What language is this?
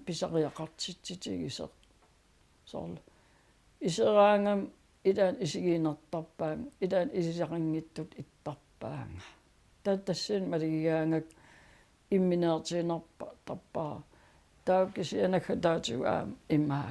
Kalaallisut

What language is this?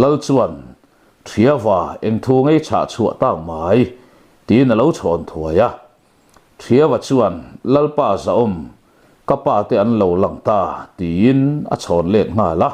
Mizo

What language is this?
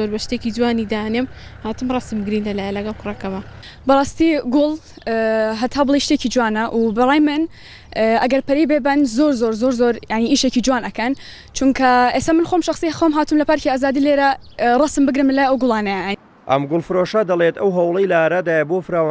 Central Kurdish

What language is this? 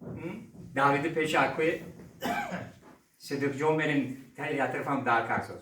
Tajik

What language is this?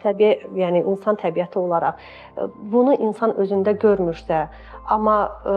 Azerbaijani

